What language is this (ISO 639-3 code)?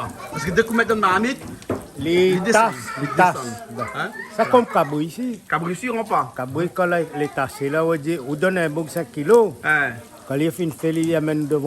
rcf